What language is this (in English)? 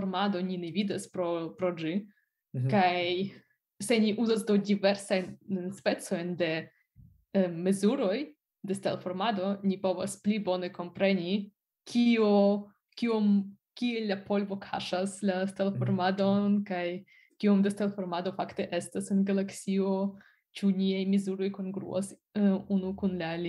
Esperanto